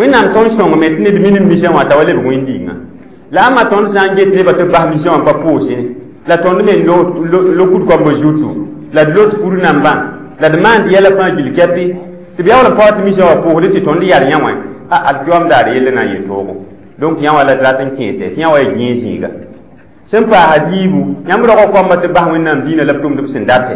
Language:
Mossi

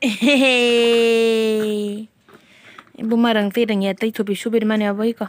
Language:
Kok Borok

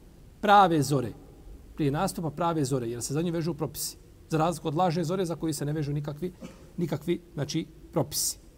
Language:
Bosnian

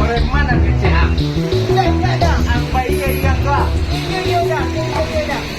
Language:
Minangkabau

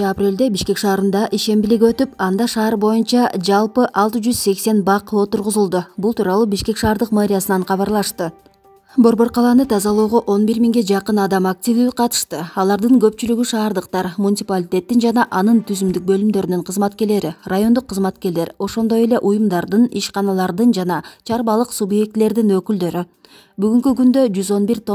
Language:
Kyrgyz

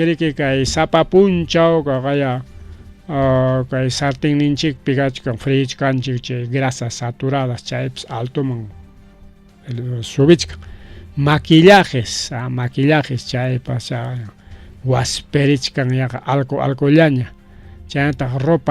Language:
Ayacucho Quechua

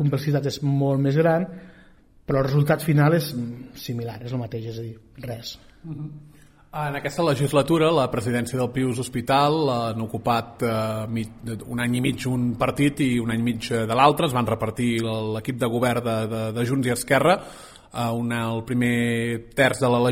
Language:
Catalan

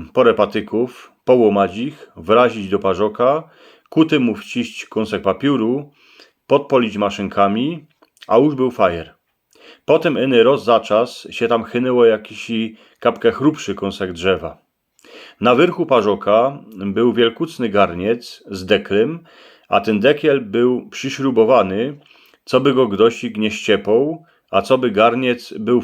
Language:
Silesian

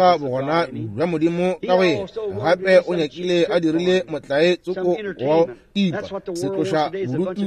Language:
Northern Sotho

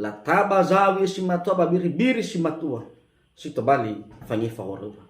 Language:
Nias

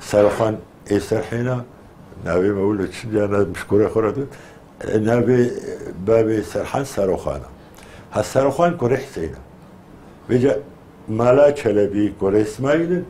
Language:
Kurdish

